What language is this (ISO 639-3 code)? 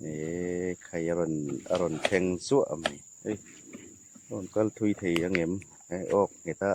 hmr